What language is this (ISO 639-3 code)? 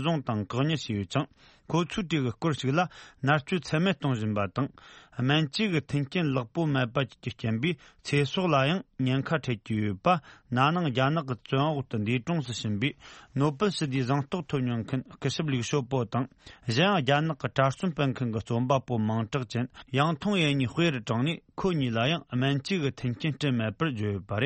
bod